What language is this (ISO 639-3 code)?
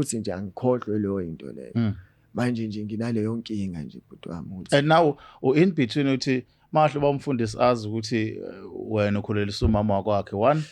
zul